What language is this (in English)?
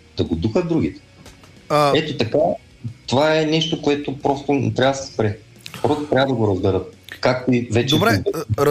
Bulgarian